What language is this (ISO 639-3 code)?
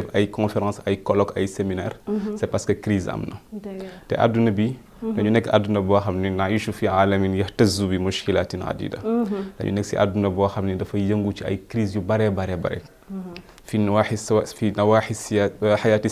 wol